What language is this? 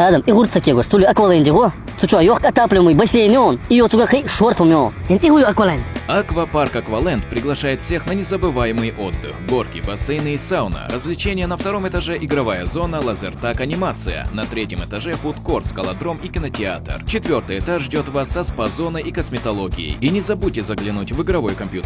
Chechen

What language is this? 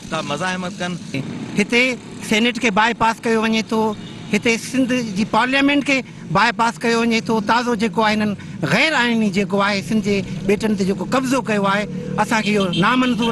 Sindhi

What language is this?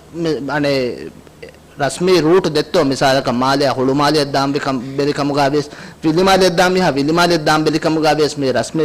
Divehi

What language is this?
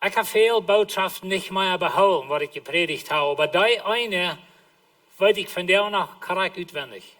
Plautdietsch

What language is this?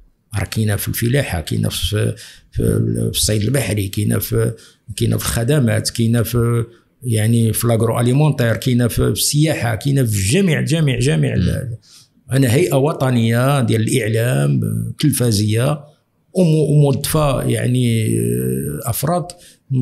Moroccan Arabic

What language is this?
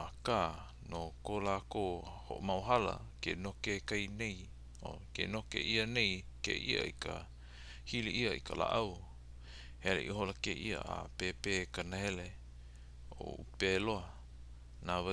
Hawaiian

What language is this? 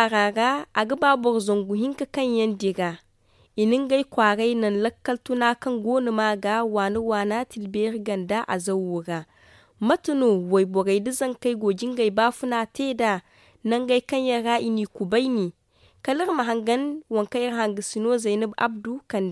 Zarma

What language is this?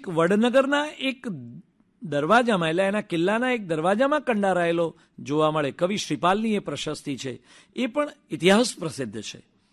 Gujarati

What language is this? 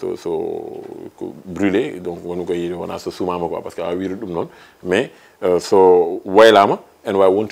Fula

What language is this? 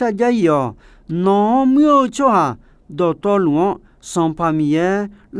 Akha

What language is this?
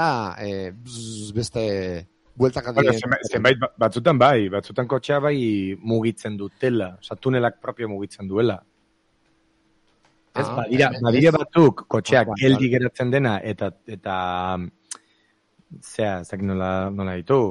Basque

